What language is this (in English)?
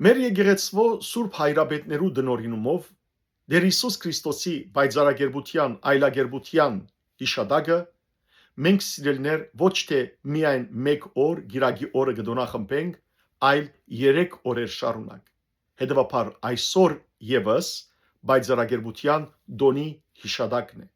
Western Armenian